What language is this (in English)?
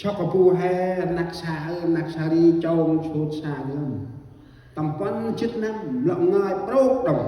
Central Mnong